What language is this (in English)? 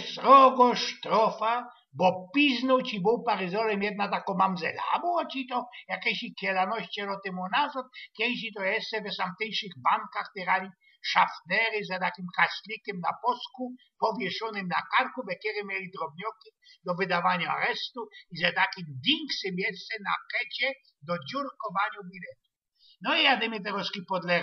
Silesian